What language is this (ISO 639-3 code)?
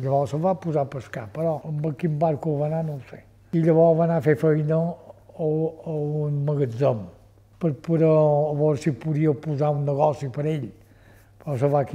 cat